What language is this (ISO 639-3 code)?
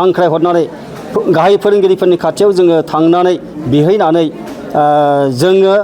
brx